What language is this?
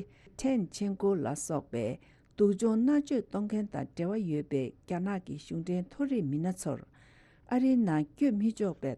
Tibetan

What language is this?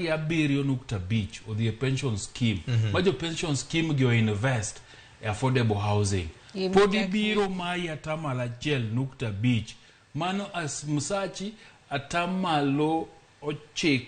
Luo (Kenya and Tanzania)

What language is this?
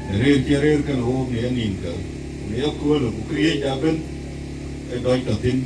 Dinka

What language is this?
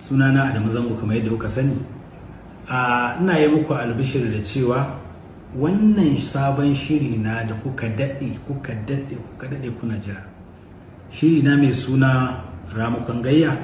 Hausa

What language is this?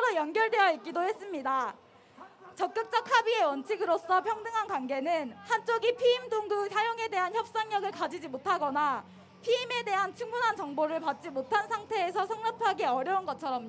Korean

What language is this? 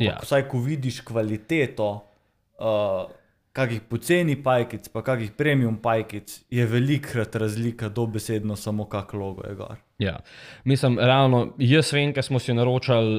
Slovenian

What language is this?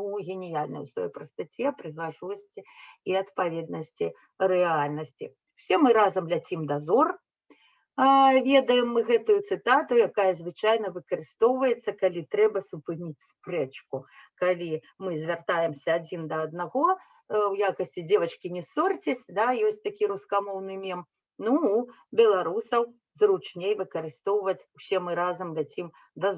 Belarusian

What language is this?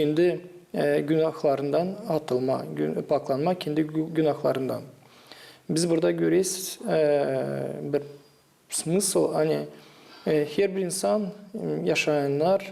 Gagauz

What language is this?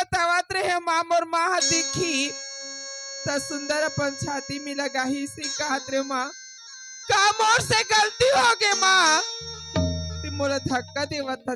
Chhattisgarhi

